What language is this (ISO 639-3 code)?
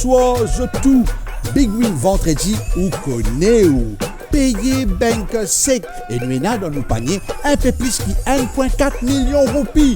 mfe